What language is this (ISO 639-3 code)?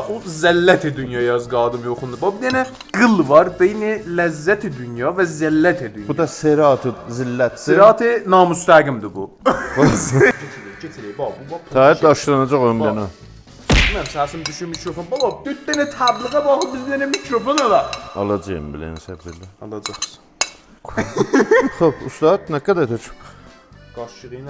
azb